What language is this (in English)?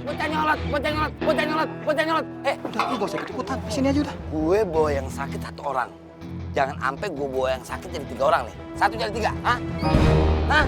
Betawi